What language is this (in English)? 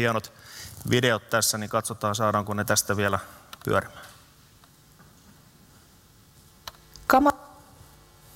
Finnish